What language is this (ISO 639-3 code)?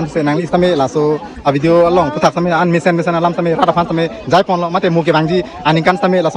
mjw